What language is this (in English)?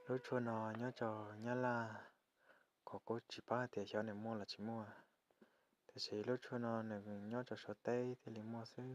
Hmong